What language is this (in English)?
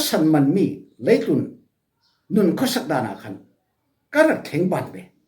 Falam Chin